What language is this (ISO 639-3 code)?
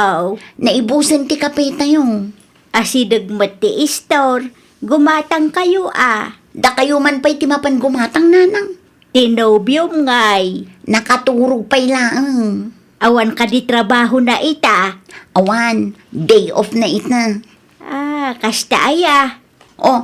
ilo